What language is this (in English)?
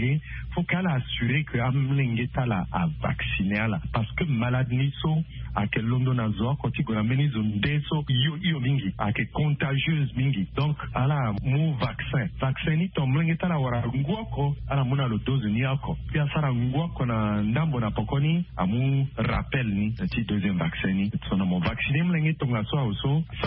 Sango